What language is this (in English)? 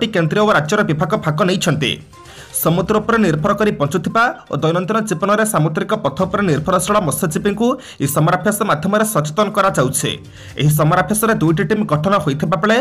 Odia